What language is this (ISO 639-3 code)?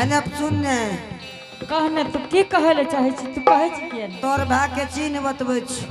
anp